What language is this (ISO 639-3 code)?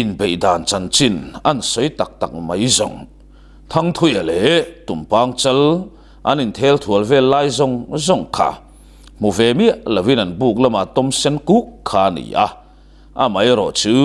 lus